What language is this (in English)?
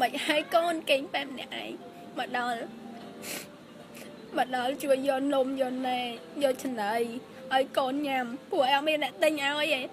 Khmer